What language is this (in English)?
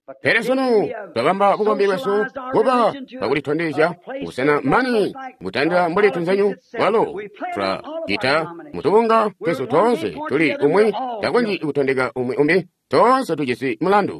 Tonga (Zambia)